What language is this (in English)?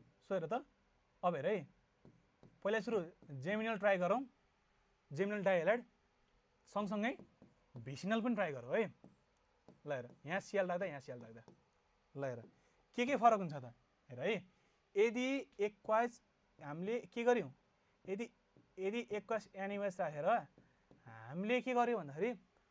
Nepali